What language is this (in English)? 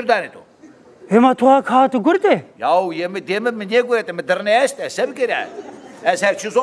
Zaza